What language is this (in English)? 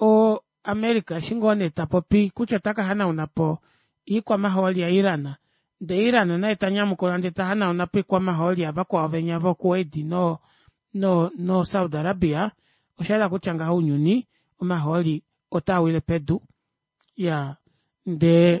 Kuanyama